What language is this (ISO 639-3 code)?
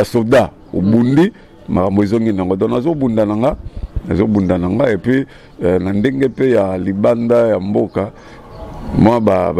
lin